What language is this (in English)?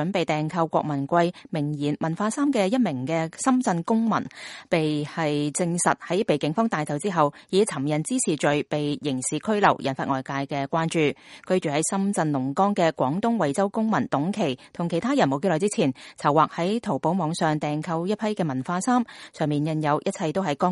Cantonese